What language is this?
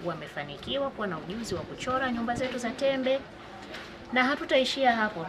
Swahili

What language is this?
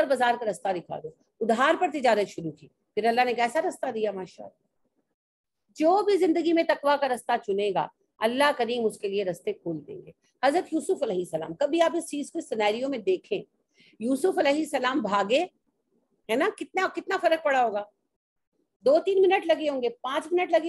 Urdu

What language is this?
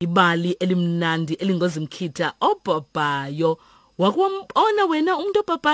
Xhosa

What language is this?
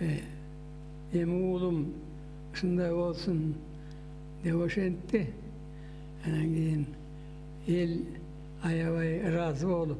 Kyrgyz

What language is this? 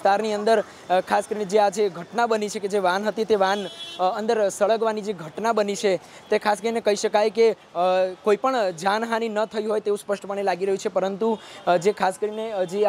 Gujarati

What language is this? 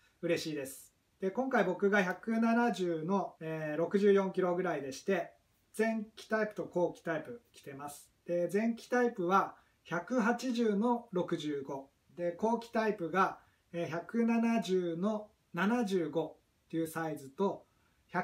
Japanese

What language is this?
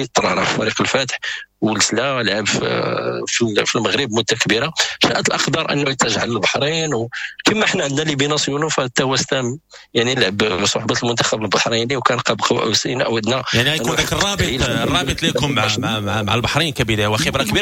Moroccan Arabic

